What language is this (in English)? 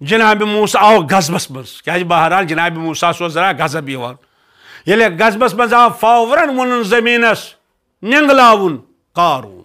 Kashmiri